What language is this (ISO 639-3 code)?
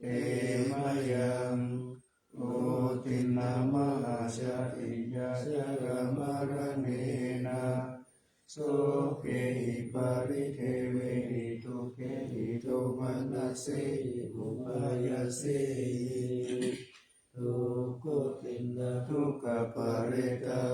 pli